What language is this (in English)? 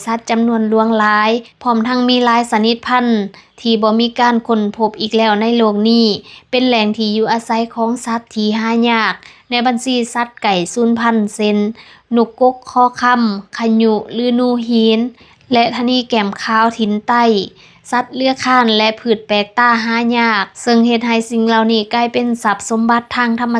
Lao